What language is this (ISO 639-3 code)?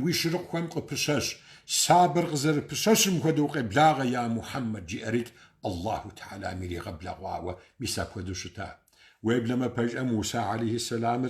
kbd